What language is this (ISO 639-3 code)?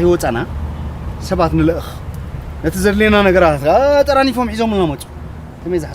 tir